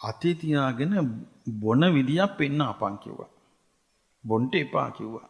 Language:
Sinhala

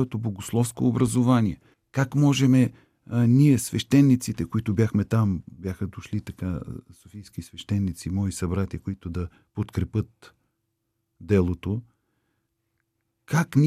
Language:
Bulgarian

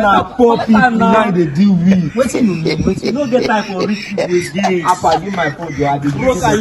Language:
Nigerian Pidgin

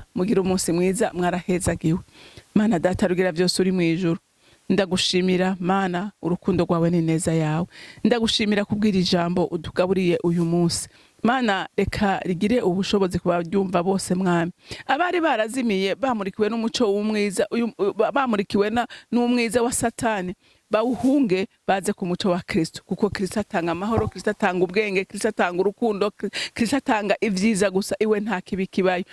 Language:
Rundi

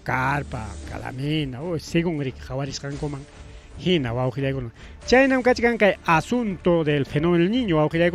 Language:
Ayacucho Quechua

